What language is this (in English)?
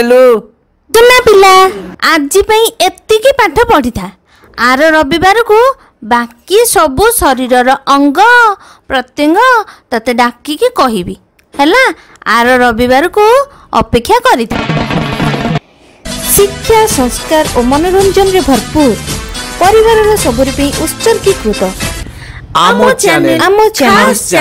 Odia